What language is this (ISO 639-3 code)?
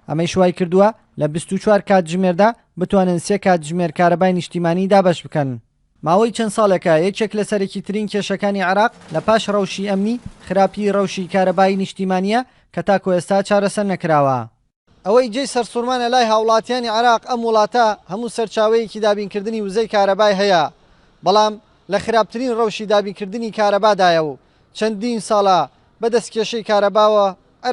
ckb